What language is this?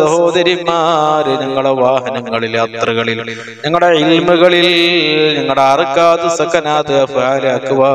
Malayalam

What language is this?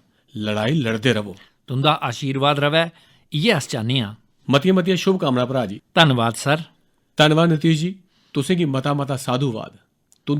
Dogri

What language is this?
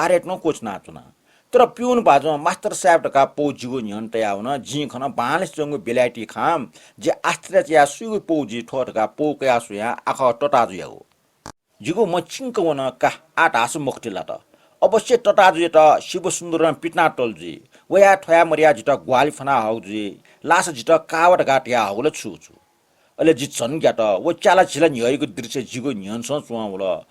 Newari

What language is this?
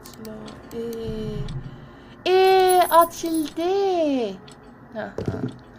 South Azerbaijani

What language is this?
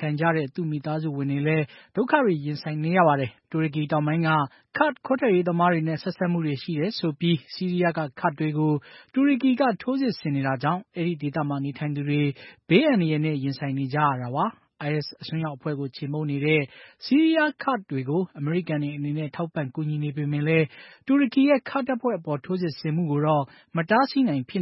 Burmese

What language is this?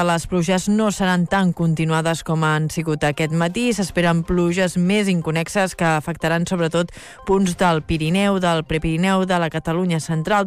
Catalan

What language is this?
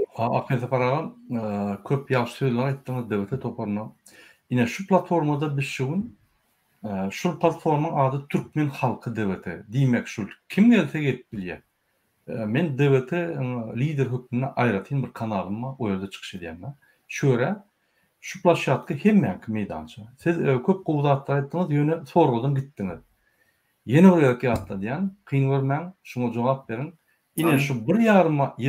Turkmen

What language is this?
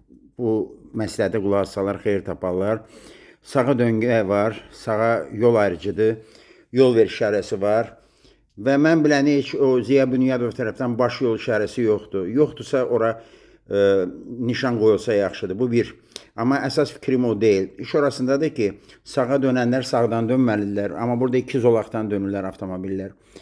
Azerbaijani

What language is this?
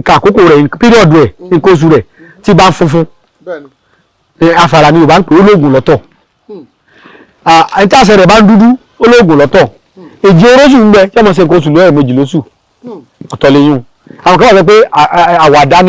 Yoruba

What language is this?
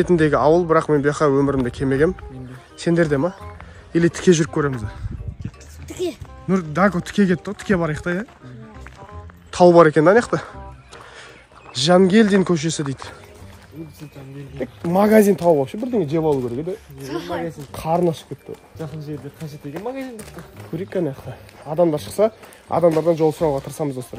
Kazakh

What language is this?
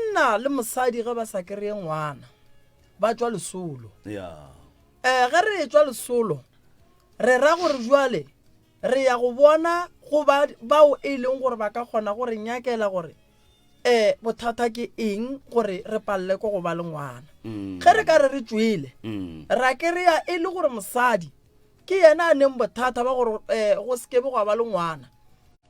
Northern Sotho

